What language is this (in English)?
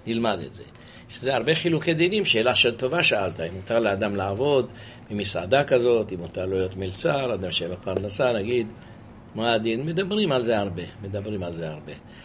Hebrew